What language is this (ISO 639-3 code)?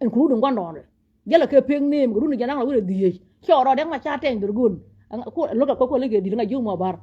nus